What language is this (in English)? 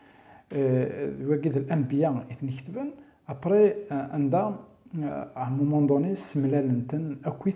Kabyle